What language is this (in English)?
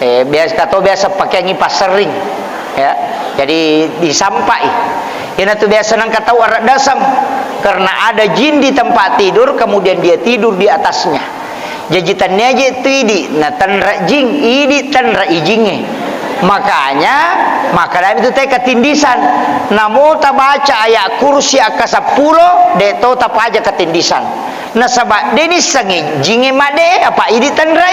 Buginese